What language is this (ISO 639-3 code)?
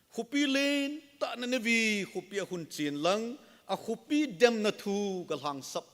tcz